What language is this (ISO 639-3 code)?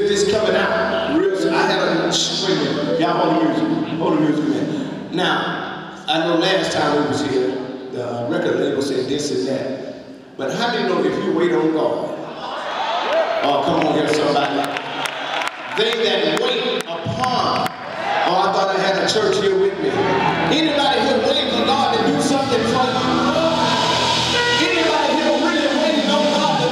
eng